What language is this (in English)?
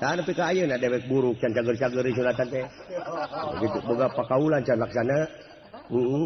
Sundanese